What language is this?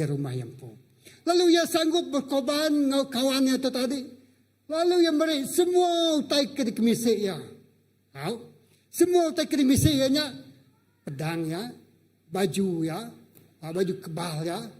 Iban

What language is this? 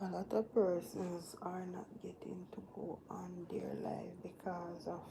Jamaican Creole English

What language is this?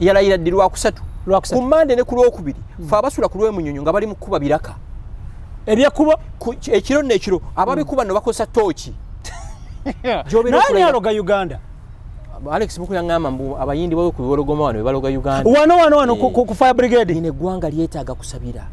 Ganda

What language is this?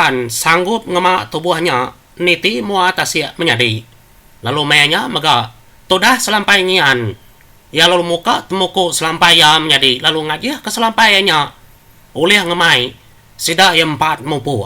Iban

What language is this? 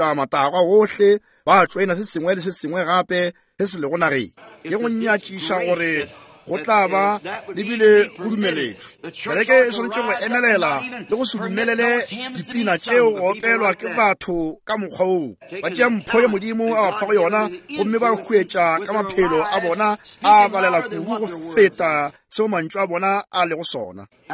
Northern Sotho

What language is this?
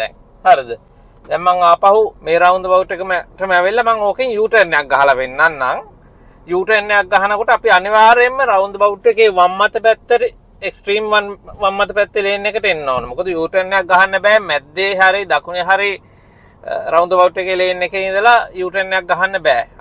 Sinhala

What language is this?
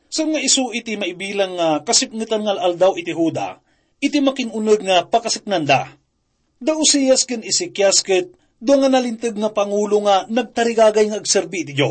Iloko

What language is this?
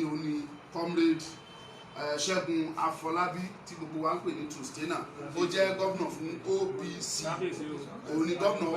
Yoruba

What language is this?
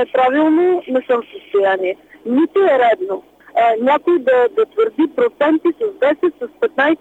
Bulgarian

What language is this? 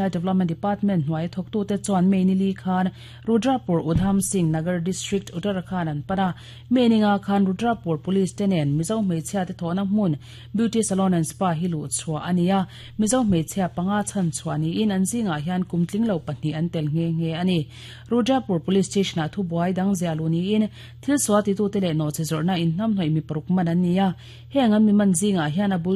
Mizo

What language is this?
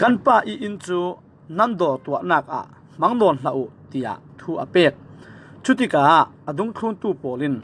Falam Chin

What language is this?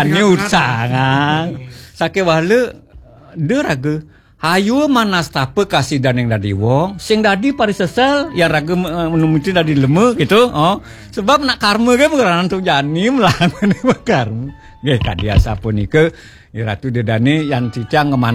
Balinese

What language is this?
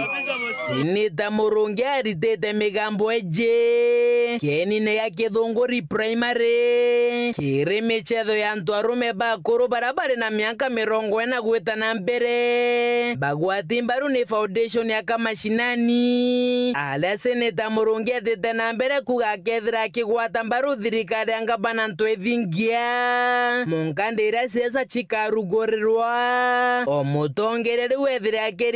Meru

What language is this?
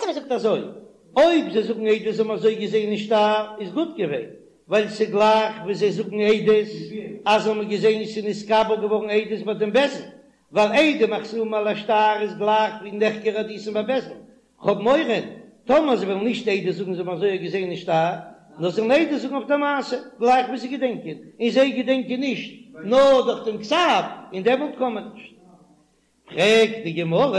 Yiddish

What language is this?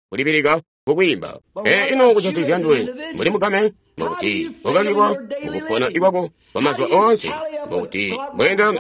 Tonga (Zambia)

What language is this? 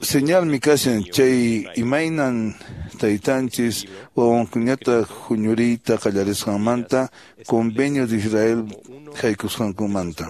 Quechua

